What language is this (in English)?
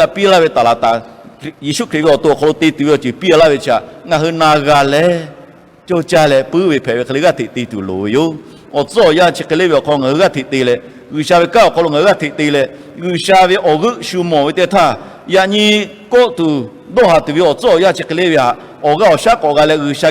Lahu